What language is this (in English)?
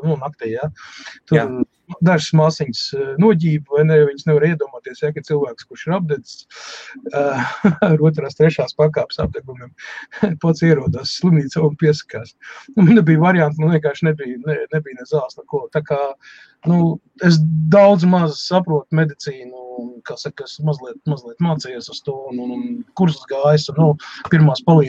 Latvian